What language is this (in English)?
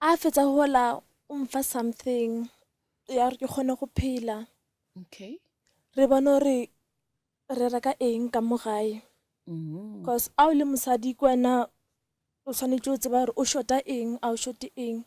Northern Sotho